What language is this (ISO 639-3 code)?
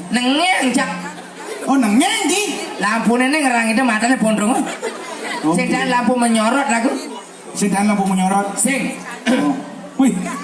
ban